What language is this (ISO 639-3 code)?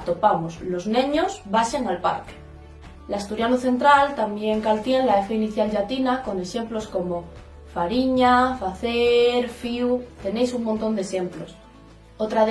ast